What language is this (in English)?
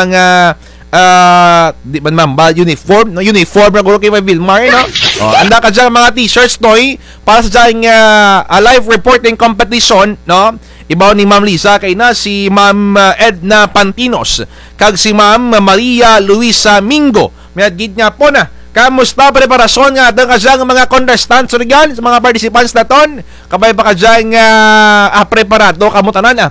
Kinaray-a